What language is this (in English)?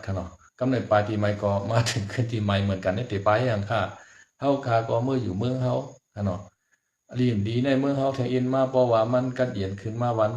Shan